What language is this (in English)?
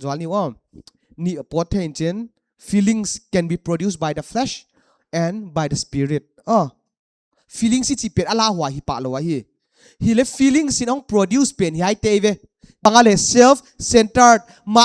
Paite Chin